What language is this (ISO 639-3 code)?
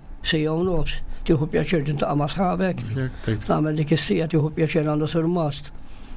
mlt